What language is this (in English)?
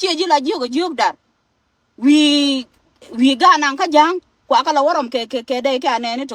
Nuer